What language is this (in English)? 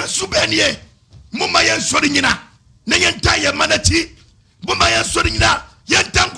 Akan